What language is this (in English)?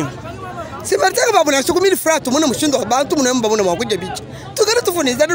Luba-Lulua